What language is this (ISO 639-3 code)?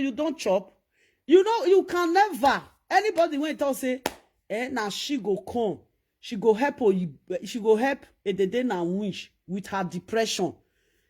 pcm